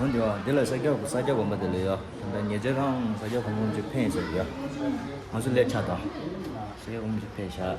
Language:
Tibetan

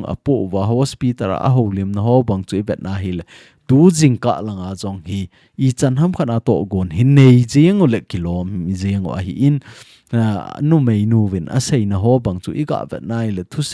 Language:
Thado Chin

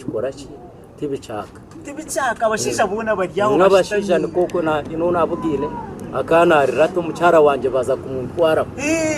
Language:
Nyankole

